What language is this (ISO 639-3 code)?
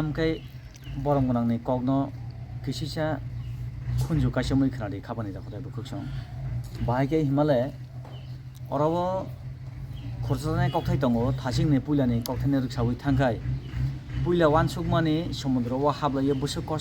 trp